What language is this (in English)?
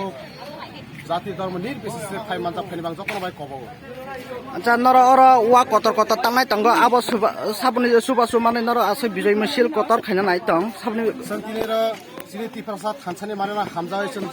Kok Borok